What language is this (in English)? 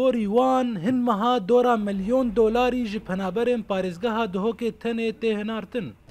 Kurdish